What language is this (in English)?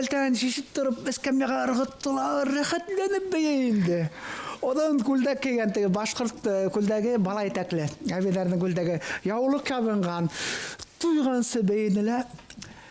Bashkir